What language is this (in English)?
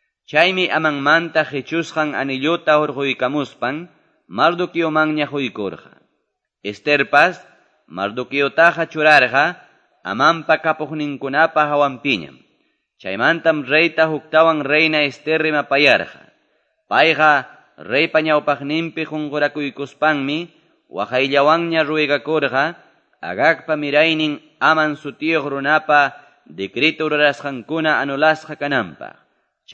Quechua